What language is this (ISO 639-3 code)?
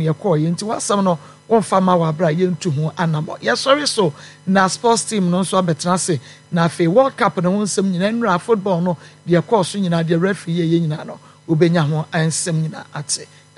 aka